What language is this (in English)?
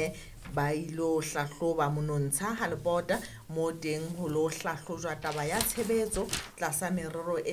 Southern Sotho